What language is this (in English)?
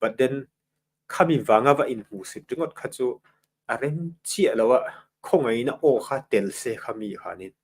Mizo